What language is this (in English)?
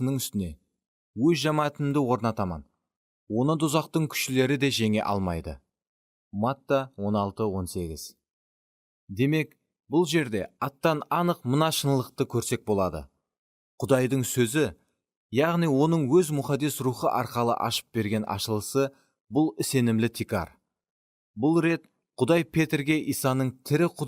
Kara-Kalpak